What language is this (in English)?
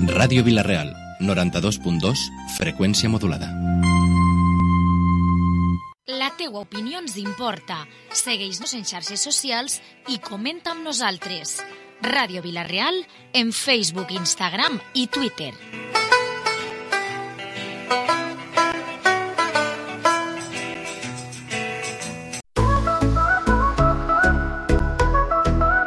Catalan